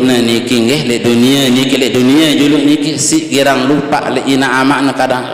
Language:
Sasak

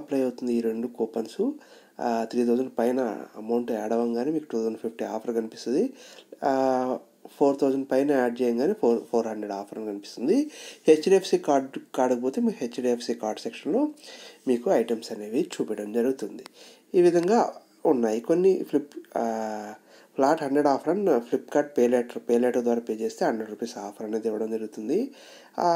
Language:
Telugu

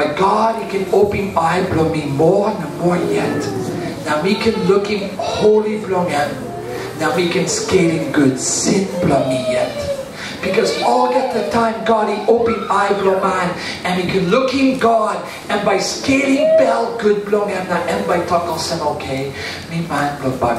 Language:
Tok Pisin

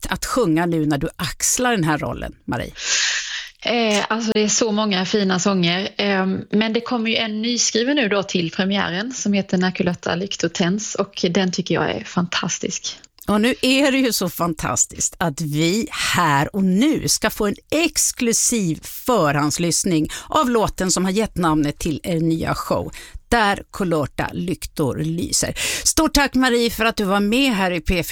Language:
Swedish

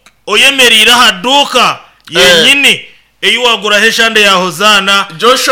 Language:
Nyankole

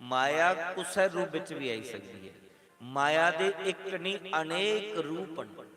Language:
Dogri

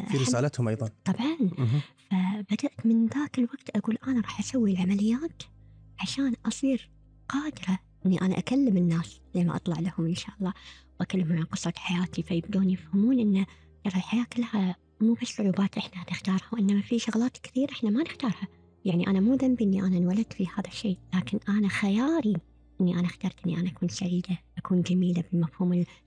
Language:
Gulf Arabic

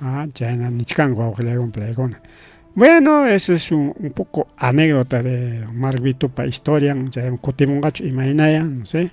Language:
Ayacucho Quechua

